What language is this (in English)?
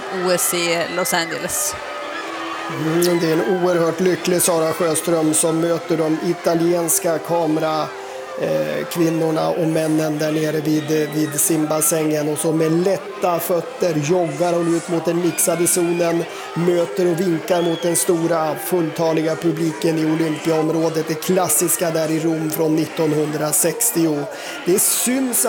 Swedish